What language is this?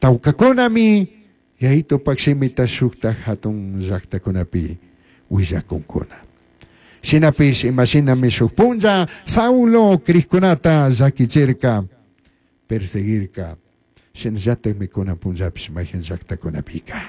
Chimborazo Highland Quichua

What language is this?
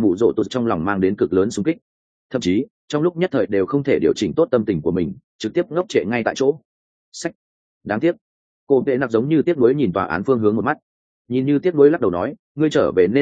Vietnamese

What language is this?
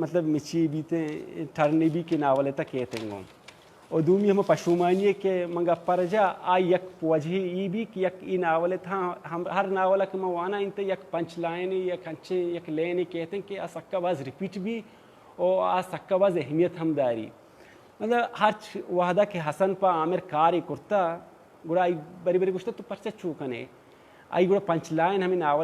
Baluchi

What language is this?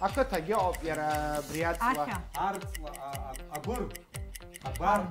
Abkhazian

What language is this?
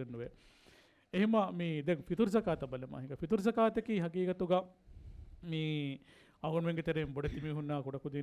Divehi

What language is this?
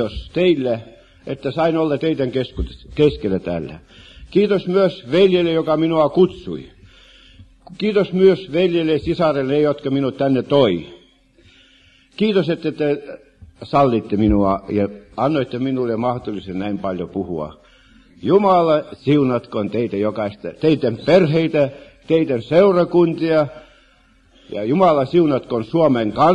Finnish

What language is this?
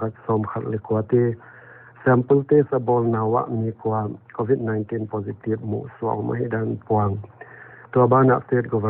Paite Chin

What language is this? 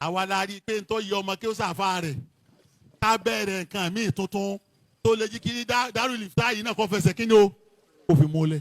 Yoruba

